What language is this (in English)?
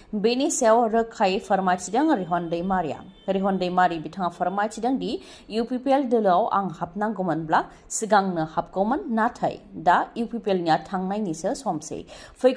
Bodo